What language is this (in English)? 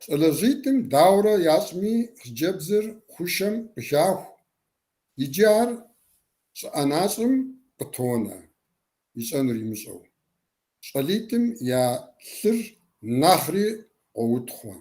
Kabardian